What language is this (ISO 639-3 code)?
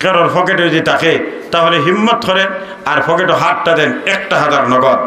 syl